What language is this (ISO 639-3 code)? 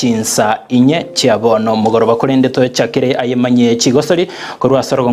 guz